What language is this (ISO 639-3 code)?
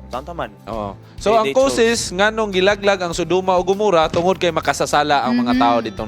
ceb